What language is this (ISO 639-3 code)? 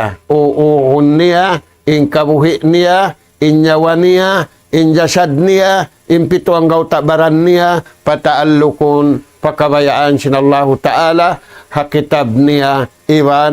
tsg